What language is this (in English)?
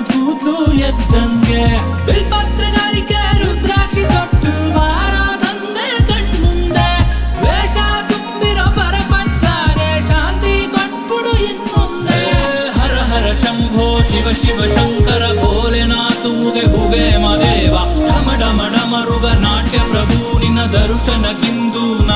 Kannada